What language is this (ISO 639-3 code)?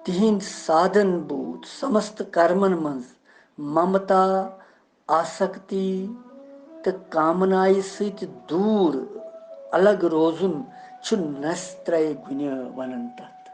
kas